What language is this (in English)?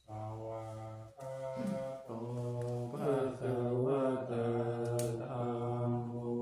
Pali